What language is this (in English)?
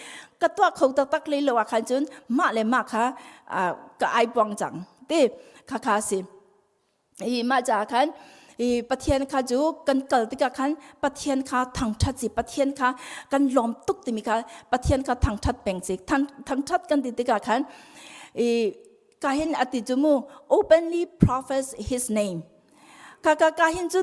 Hakha Chin